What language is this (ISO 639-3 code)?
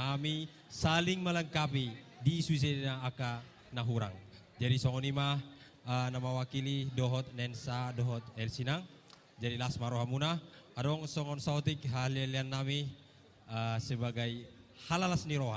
bbc